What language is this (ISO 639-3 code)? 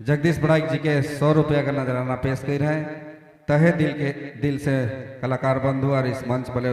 sck